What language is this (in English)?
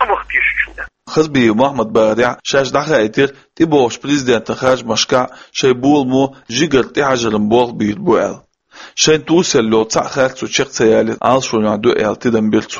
Chechen